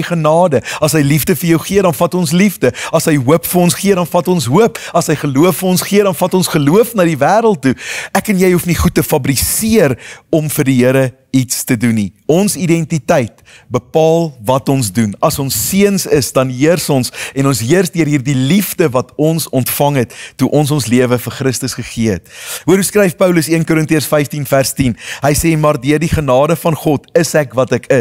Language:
Afrikaans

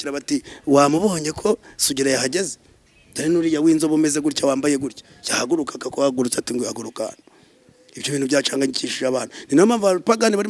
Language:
Kinyarwanda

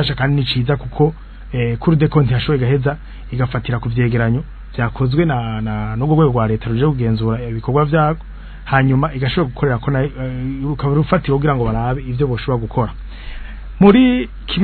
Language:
Rundi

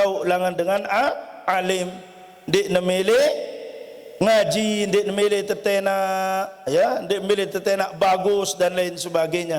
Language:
Sasak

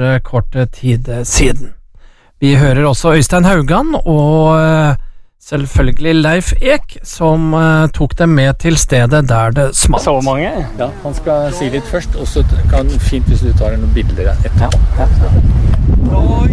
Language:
Norwegian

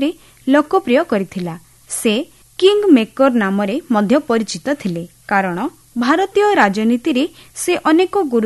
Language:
Odia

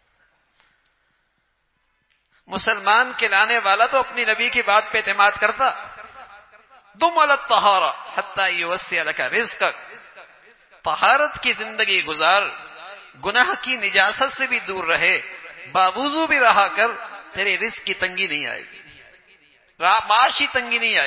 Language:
Urdu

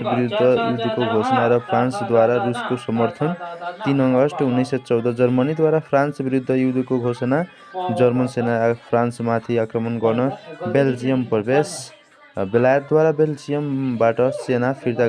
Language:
Nepali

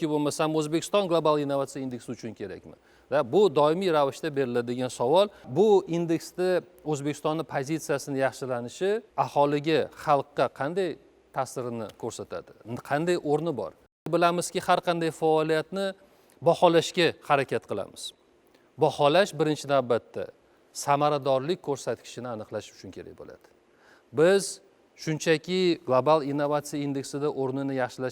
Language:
Uzbek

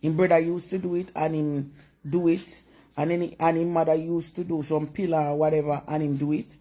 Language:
Jamaican Creole English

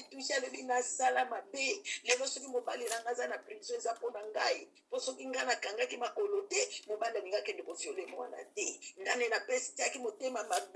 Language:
Lingala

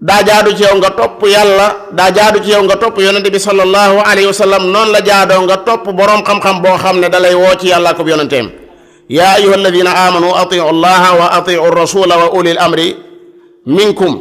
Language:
Wolof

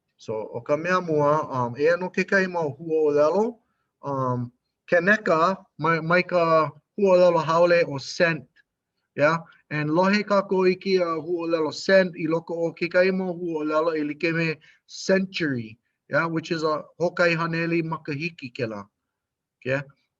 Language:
Hawaiian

